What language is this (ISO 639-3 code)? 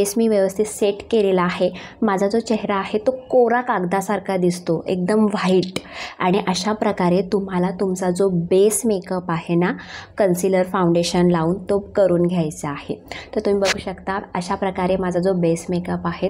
mar